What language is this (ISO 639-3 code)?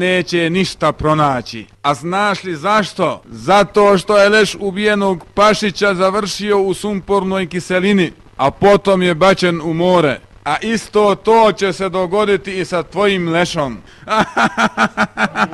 bos